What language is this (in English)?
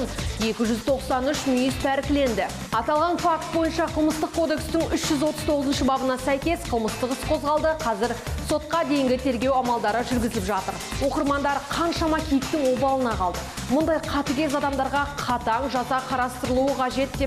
Kazakh